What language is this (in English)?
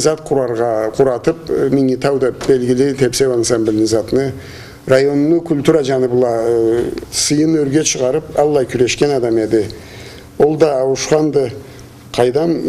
Karachay-Balkar